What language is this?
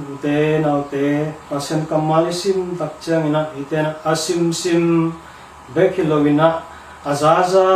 Tedim Chin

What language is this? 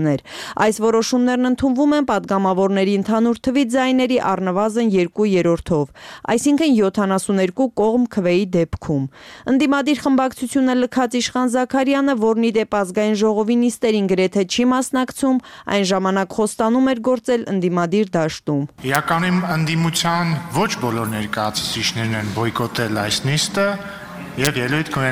Armenian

